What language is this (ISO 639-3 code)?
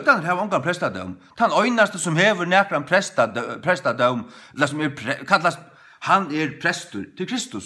fao